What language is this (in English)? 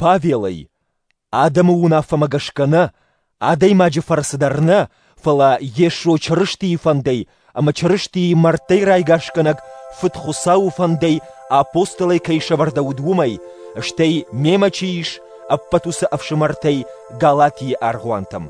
Ossetic